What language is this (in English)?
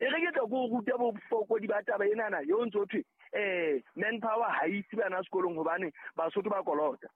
Southern Sotho